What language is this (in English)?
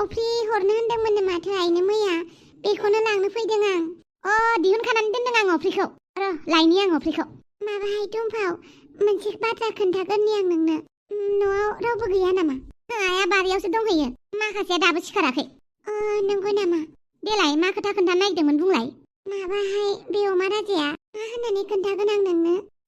Bodo